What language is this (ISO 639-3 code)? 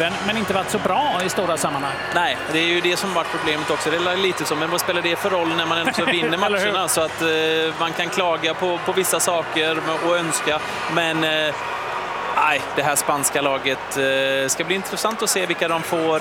swe